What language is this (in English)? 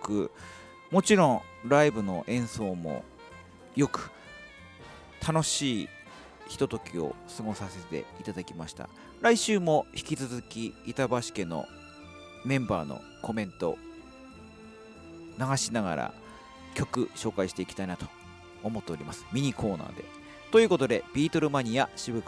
Japanese